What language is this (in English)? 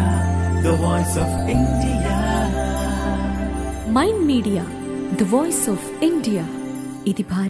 Telugu